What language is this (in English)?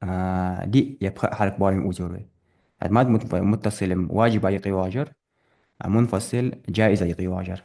Ingush